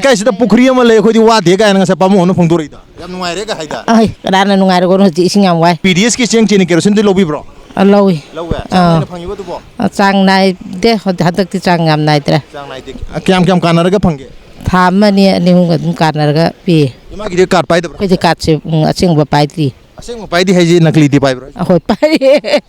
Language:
Manipuri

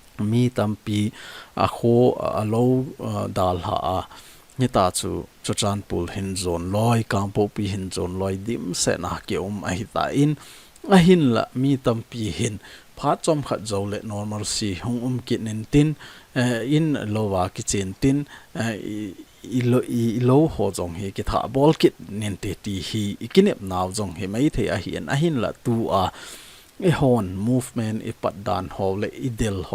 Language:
Thado Chin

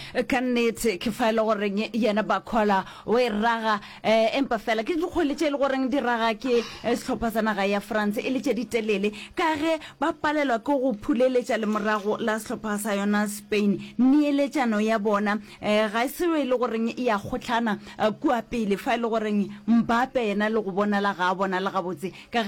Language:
Northern Sotho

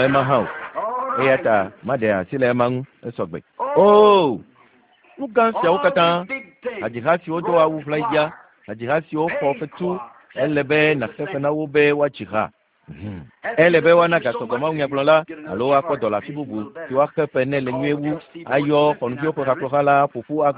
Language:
Ewe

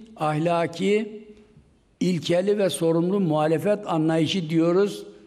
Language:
Turkish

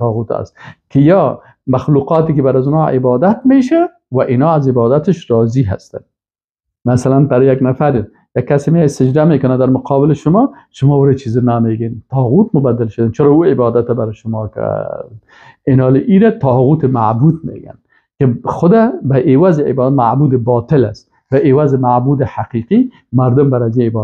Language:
Persian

